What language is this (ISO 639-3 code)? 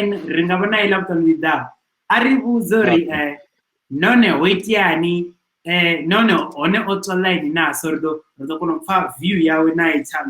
ven